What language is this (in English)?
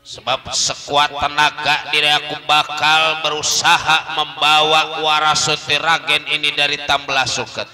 Betawi